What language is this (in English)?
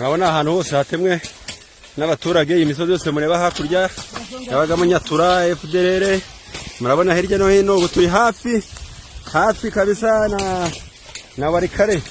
Kinyarwanda